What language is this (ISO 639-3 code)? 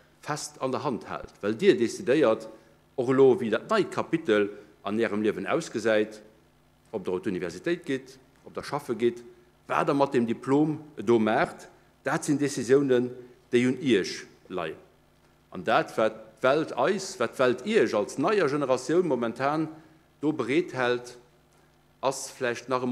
ltz